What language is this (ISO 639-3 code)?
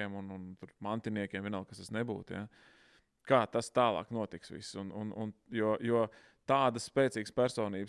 lav